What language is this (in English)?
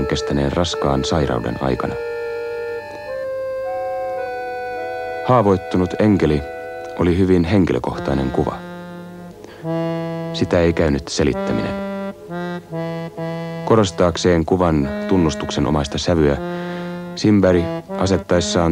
Finnish